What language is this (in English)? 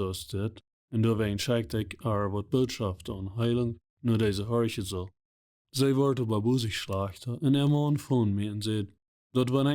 Plautdietsch